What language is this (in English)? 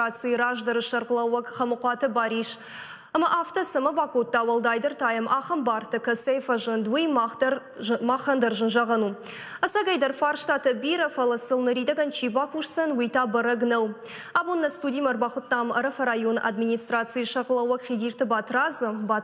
Ossetic